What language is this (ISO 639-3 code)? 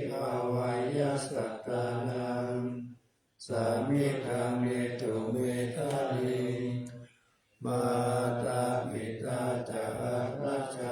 pli